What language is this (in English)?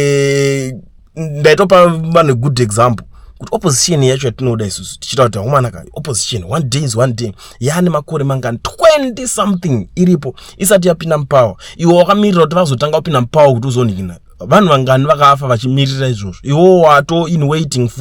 Shona